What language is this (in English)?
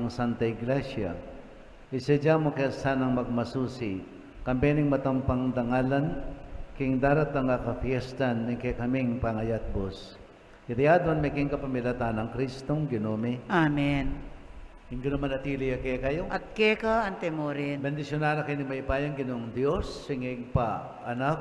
Pampanga